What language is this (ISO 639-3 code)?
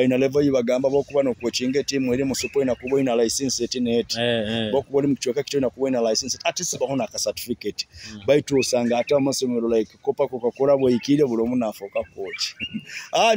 nyo